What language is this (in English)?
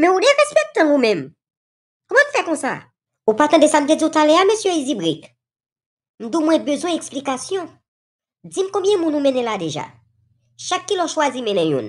Haitian Creole